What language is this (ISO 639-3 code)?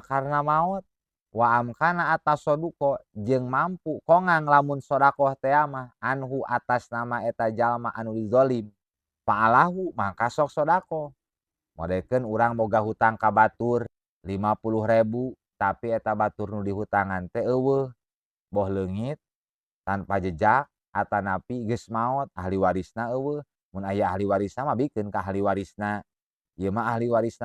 sun